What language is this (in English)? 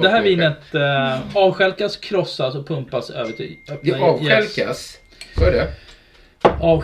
Swedish